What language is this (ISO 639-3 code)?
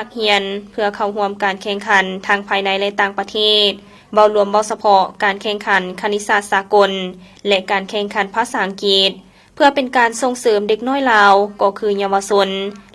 lao